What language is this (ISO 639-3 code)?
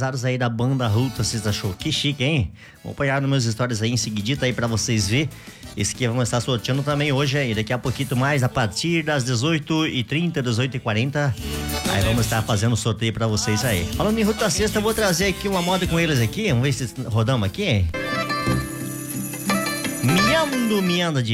por